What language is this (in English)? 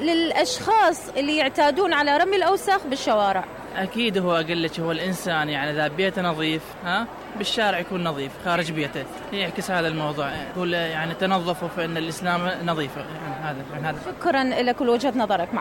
Mesopotamian Arabic